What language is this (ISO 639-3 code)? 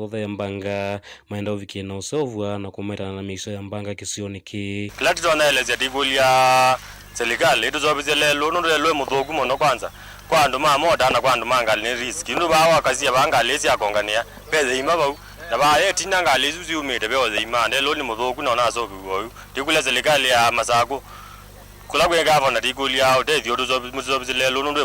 kam